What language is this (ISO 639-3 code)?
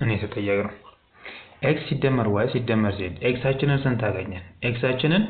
amh